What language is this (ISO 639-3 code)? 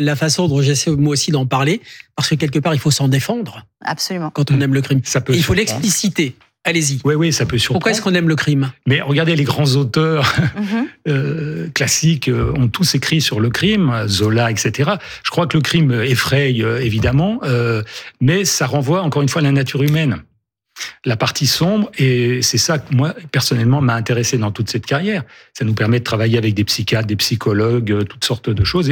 fra